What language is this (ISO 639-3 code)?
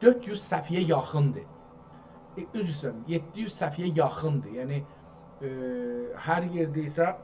azb